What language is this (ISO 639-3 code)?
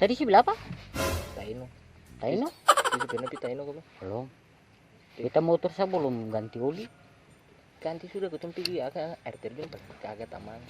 abs